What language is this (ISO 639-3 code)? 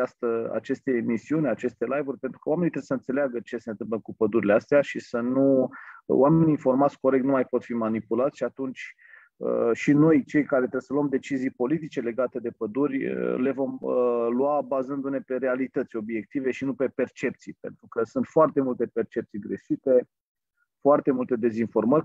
ron